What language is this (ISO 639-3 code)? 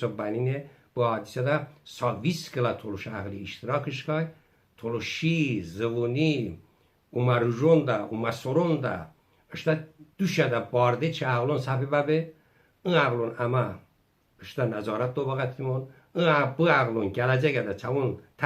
tly